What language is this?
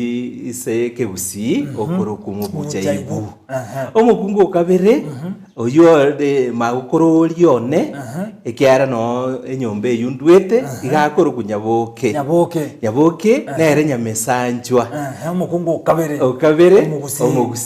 Gusii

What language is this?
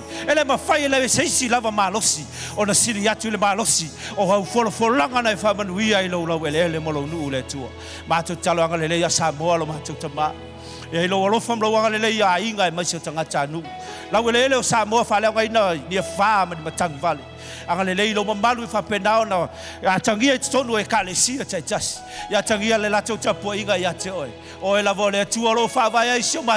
Samoan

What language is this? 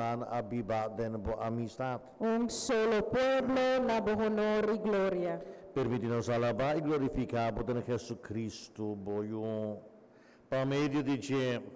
Papiamento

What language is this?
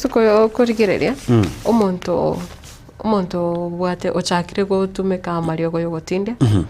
Gusii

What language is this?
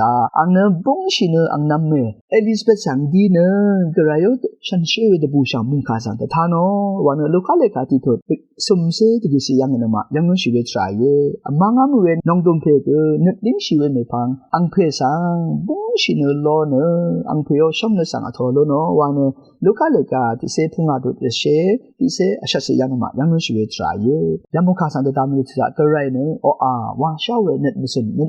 Rawang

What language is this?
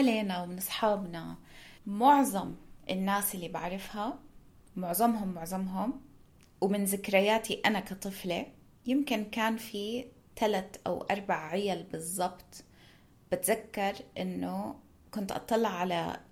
North Levantine Arabic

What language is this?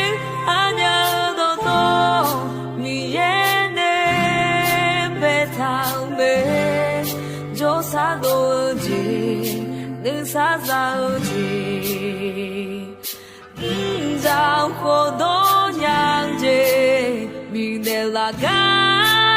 Akha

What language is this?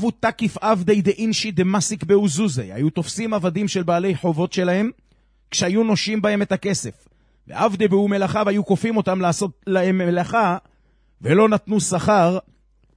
Hebrew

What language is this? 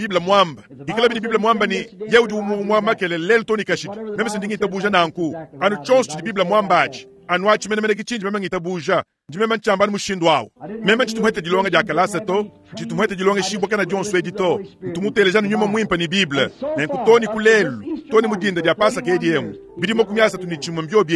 Luba-Lulua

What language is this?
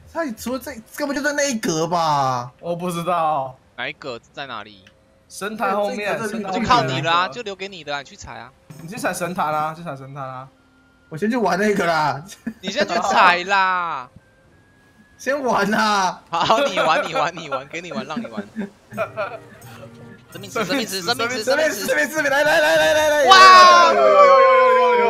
Chinese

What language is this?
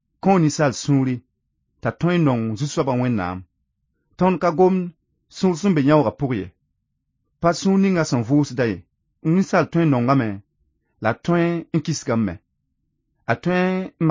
Mossi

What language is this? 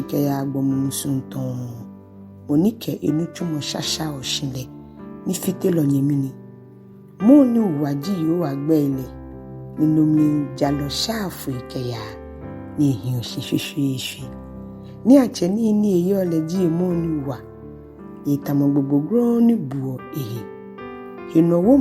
Ga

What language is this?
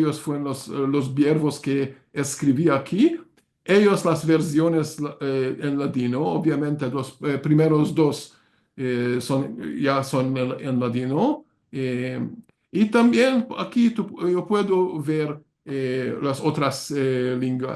Ladino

